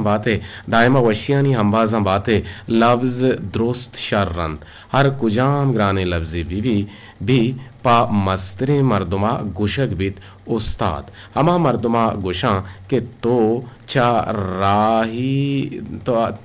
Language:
Eastern Balochi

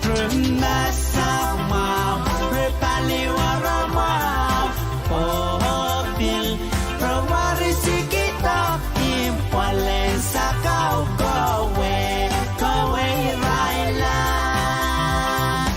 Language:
Pohnpeian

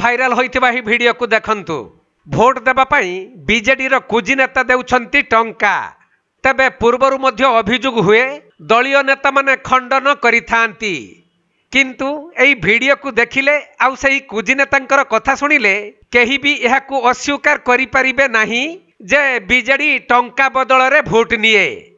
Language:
Odia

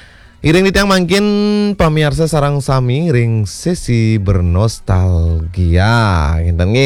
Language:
Balinese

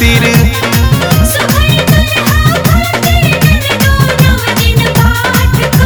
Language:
Bhojpuri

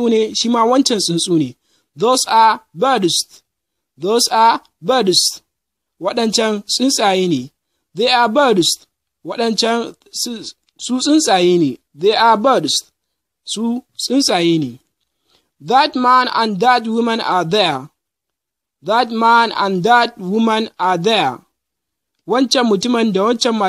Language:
Hausa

